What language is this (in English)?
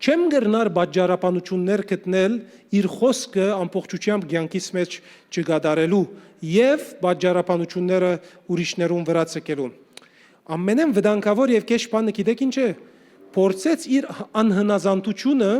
Western Armenian